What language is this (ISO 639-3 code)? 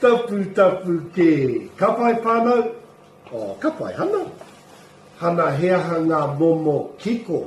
mri